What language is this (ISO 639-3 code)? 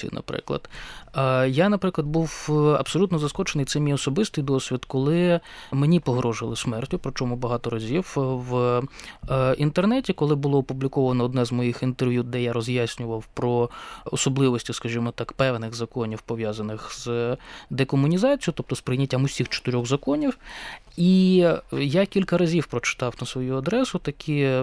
ukr